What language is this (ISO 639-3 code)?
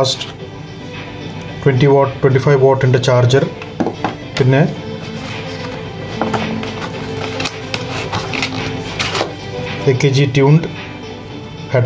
mal